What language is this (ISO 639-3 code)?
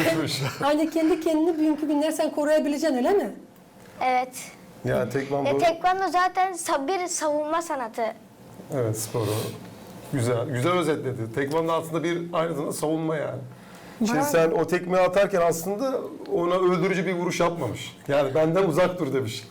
gag